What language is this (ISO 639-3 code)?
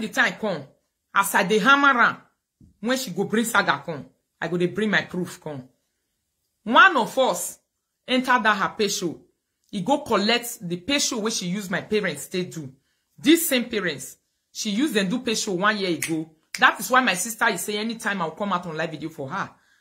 pcm